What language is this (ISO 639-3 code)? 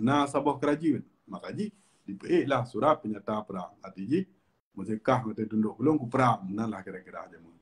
ace